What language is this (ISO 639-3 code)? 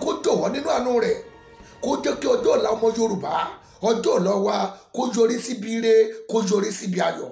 yor